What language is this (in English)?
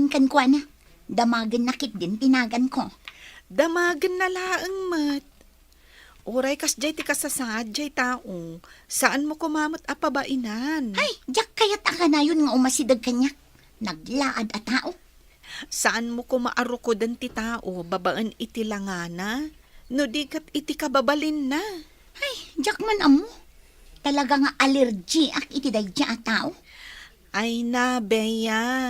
Iloko